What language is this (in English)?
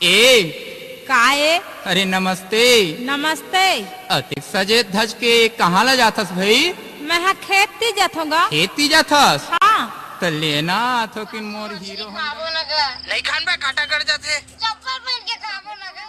Chhattisgarhi